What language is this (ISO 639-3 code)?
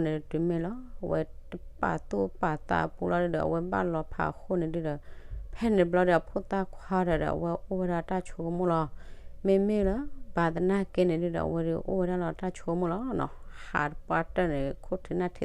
ksw